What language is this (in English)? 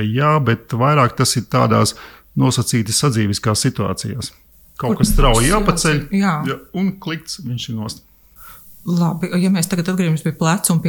Latvian